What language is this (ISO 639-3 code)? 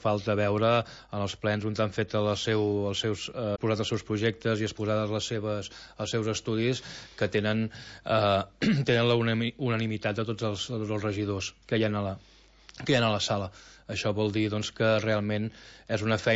cat